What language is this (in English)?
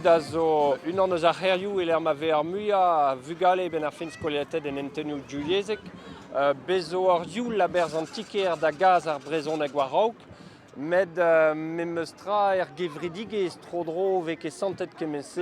Breton